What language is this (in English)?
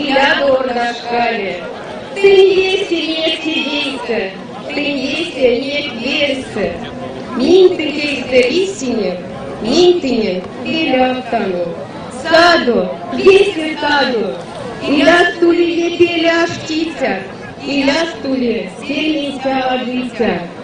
Erzya